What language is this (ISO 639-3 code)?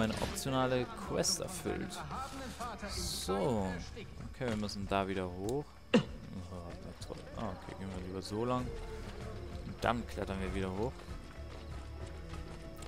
deu